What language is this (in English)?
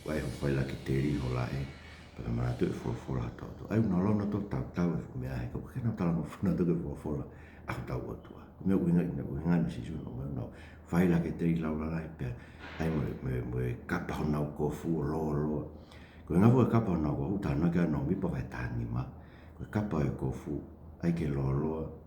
Tongan